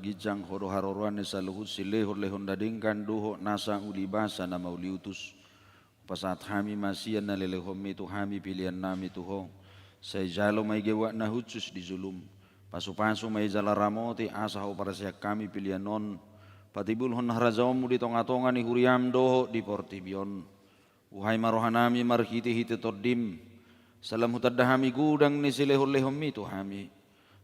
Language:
Batak Toba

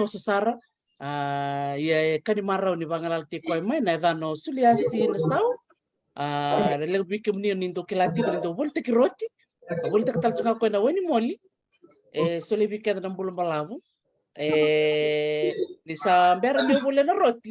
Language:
Fijian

